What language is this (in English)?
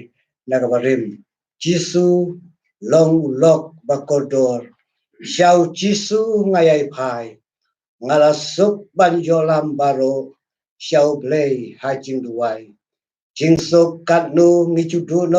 Khasi